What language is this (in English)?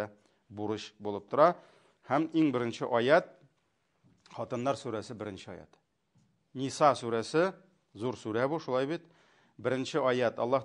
Tatar